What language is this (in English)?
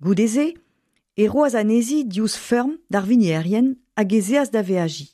Breton